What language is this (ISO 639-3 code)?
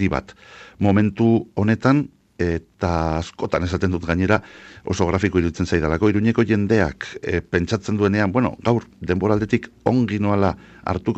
eus